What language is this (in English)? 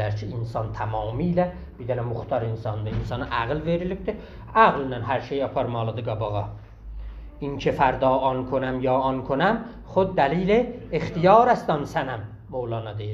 South Azerbaijani